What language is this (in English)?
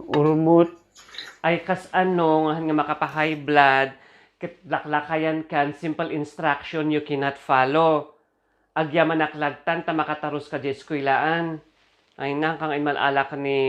Iloko